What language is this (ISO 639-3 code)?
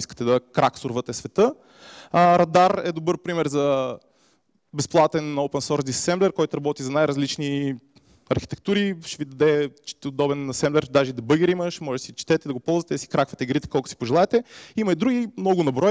bul